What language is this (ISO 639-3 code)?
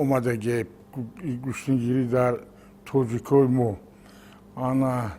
tgk